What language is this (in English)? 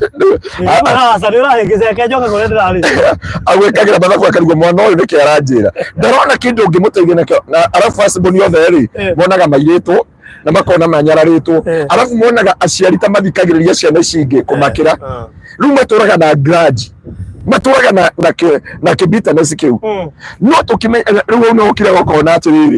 Kikuyu